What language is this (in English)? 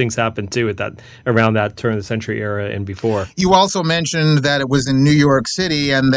English